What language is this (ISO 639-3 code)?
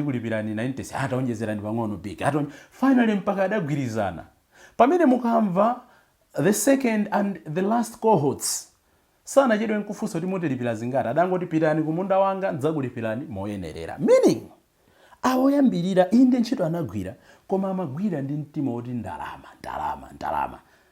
nya